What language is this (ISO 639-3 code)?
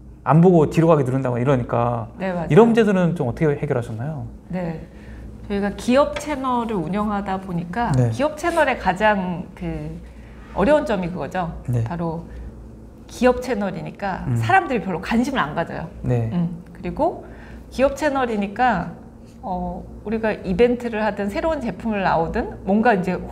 kor